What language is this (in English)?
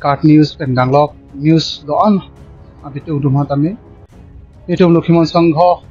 Karbi